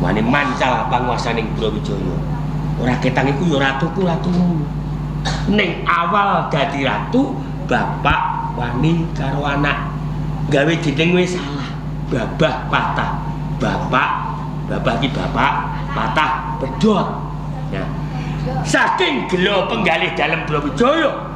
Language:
Javanese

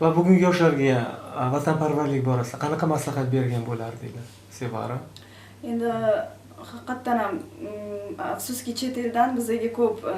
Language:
Uzbek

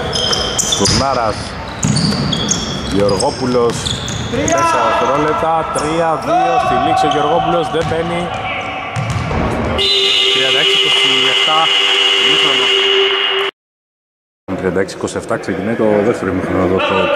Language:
Greek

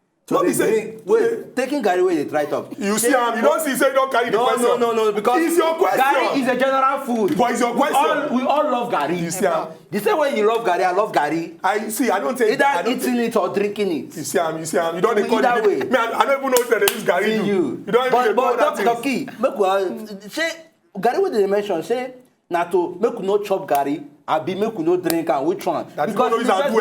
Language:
Nigerian Pidgin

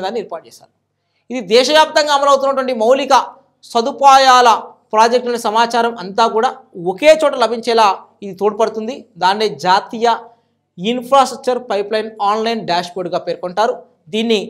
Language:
Telugu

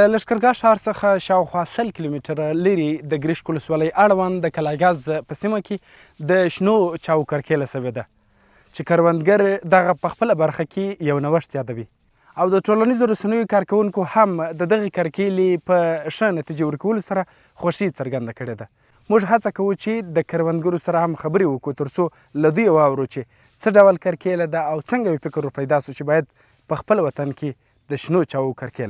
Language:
Pashto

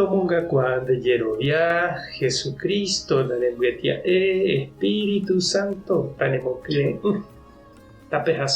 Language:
Guarani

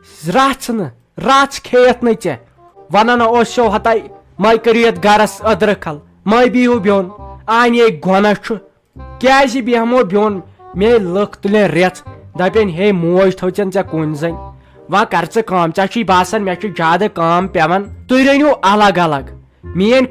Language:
Kashmiri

